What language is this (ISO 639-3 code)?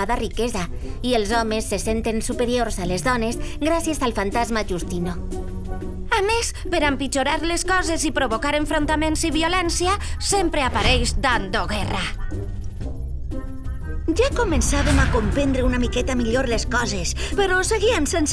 cat